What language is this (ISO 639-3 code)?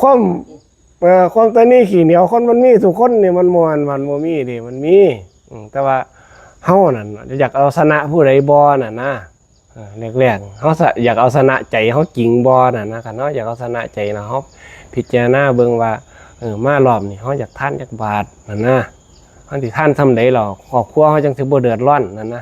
lao